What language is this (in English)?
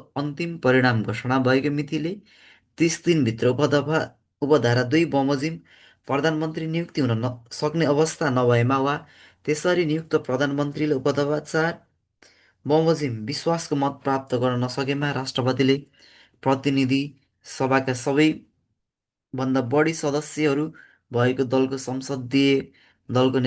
Nepali